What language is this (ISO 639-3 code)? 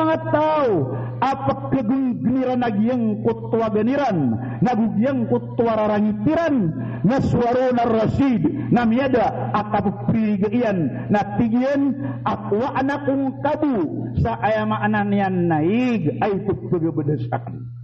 mrw